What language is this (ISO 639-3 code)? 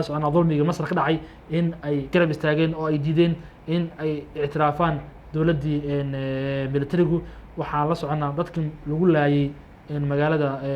som